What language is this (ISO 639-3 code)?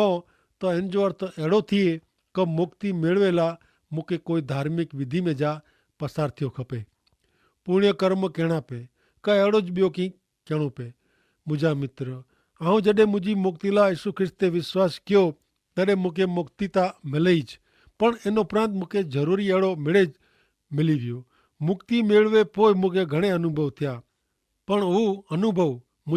kfr